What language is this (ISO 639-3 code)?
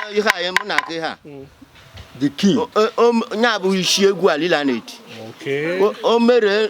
ibo